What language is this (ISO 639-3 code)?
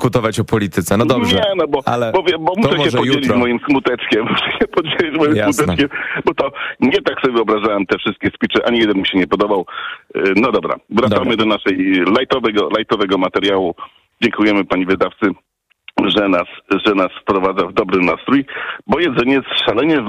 pol